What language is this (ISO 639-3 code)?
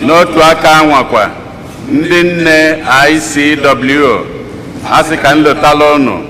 ibo